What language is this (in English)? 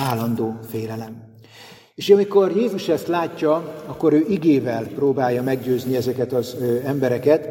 Hungarian